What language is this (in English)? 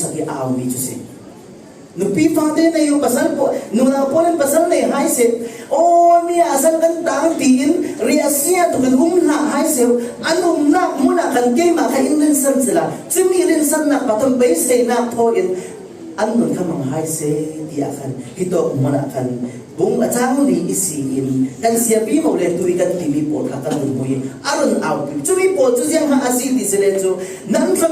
Falam Chin